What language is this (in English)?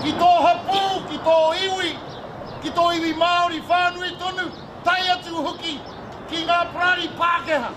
Māori